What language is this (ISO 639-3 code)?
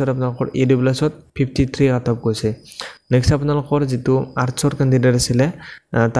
asm